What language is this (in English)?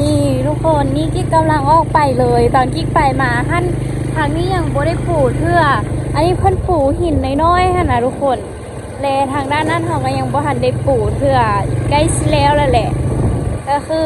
Lao